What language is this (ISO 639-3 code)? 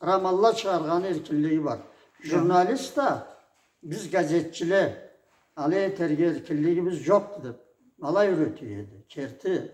krc